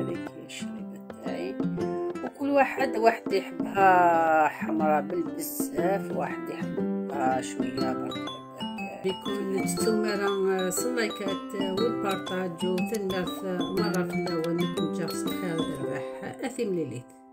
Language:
Algerian Arabic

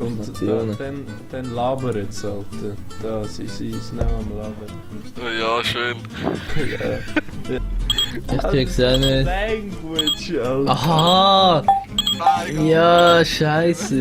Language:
Swiss German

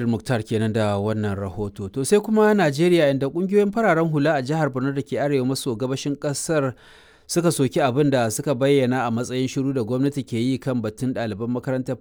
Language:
Hausa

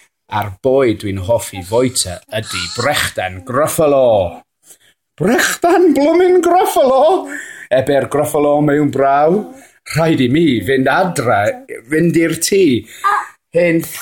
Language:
Welsh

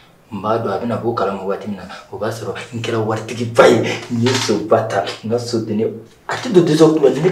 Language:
Bambara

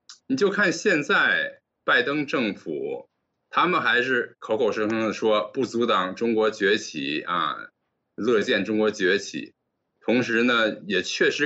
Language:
Chinese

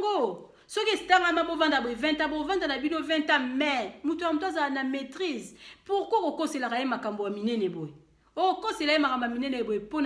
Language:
Lingala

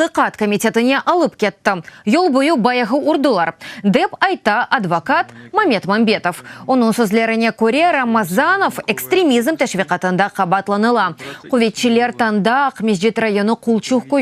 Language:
Crimean Tatar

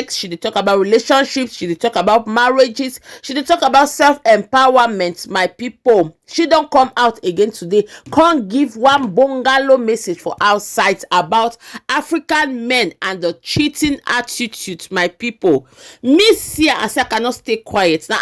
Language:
Nigerian Pidgin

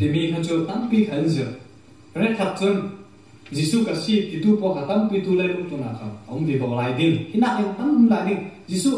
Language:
Falam Chin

